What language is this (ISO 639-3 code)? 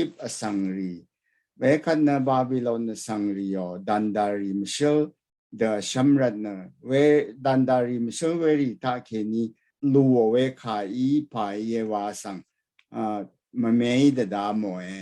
raw